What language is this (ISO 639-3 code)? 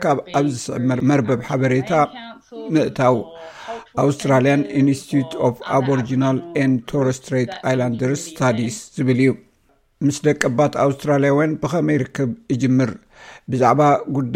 tir